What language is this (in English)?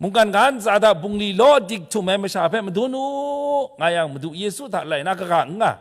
Kachin